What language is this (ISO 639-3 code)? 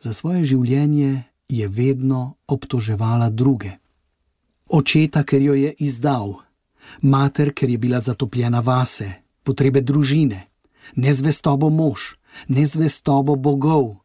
slv